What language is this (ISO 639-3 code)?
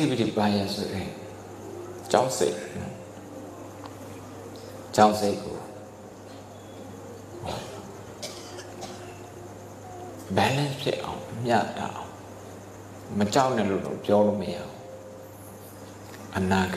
mya